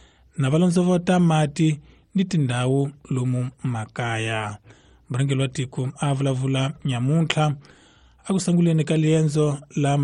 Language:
Tsonga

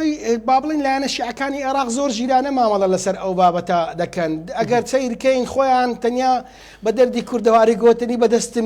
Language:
Central Kurdish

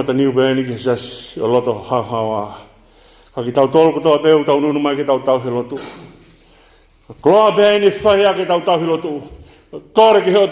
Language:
Tongan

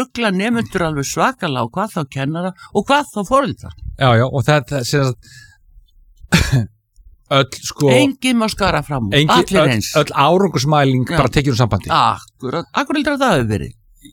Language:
Icelandic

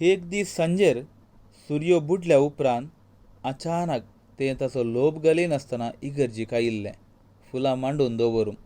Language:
Konkani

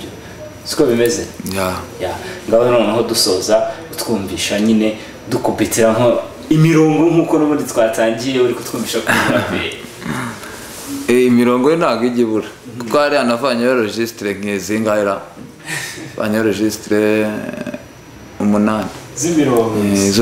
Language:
Kinyarwanda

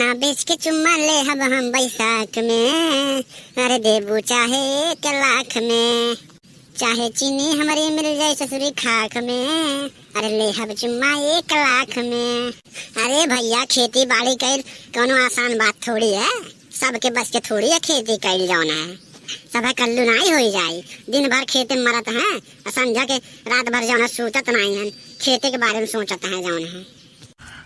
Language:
Awadhi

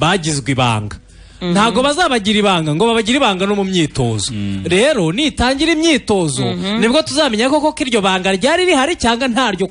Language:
Kinyarwanda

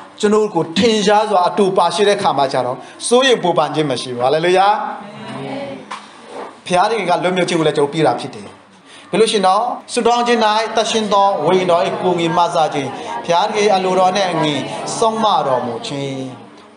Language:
Burmese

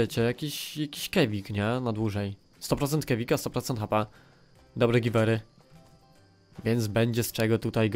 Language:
Polish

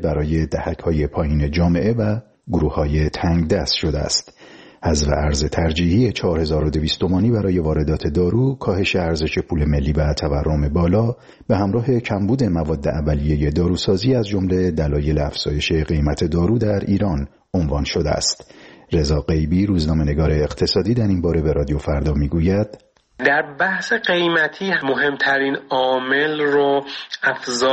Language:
Persian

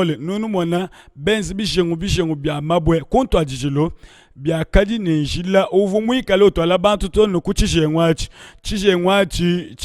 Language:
Luba-Lulua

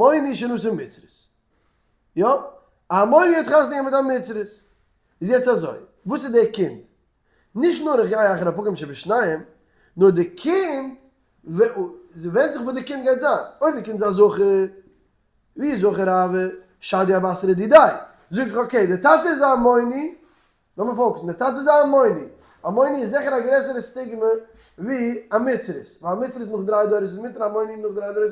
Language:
Yiddish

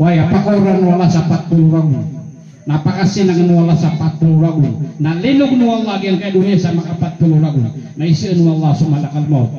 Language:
Maranao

